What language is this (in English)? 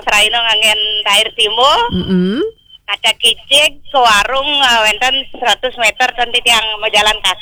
Balinese